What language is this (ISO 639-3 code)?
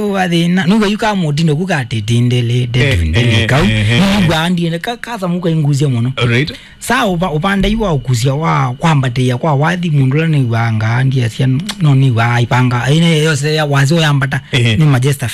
kam